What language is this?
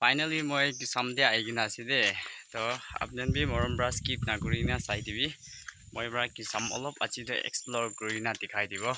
Naga Pidgin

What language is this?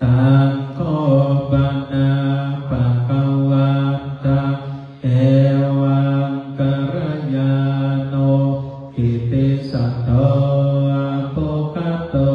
Pali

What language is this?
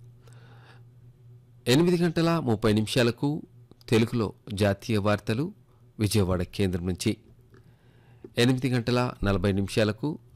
Telugu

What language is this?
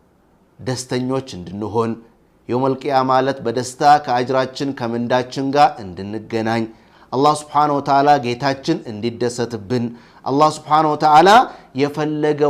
Amharic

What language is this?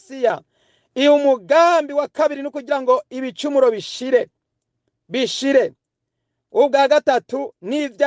Rundi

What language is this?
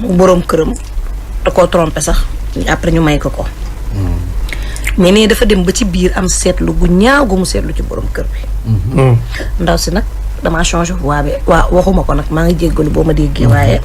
Wolof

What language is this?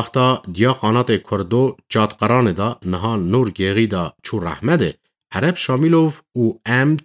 Kurdish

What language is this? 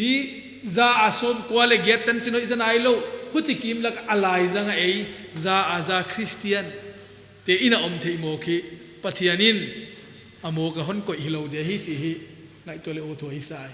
Paite Chin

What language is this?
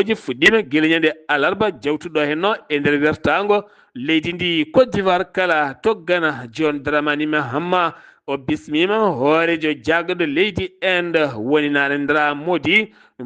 Fula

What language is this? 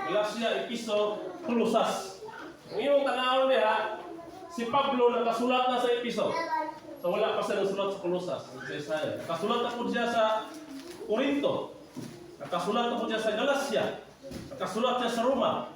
Cebuano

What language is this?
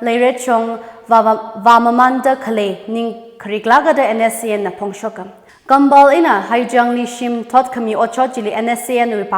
Tangkhul Naga (India)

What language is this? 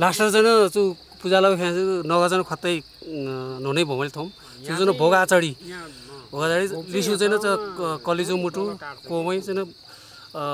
Nepali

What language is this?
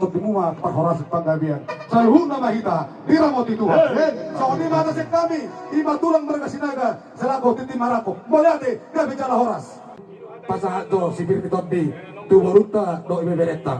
Batak Toba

